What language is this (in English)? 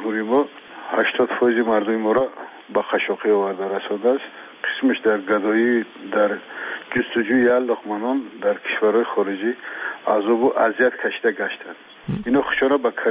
Persian